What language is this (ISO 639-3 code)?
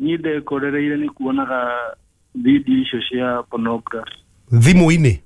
kik